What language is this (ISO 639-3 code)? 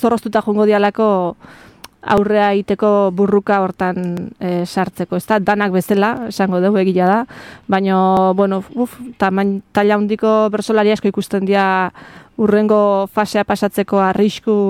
eus